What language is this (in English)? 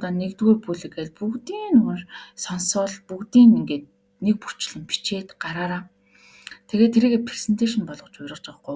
Mongolian